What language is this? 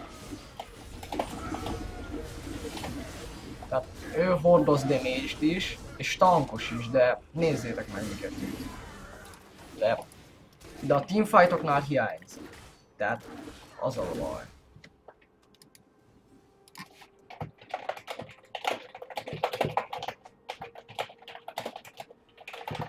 Hungarian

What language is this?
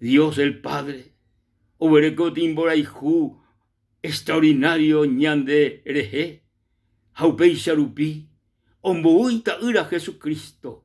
Guarani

